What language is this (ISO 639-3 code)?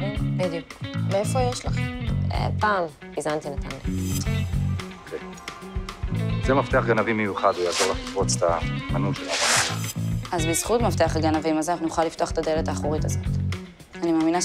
heb